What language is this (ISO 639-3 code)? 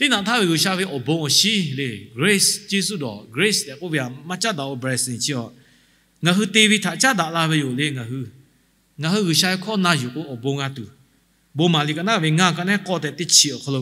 lhu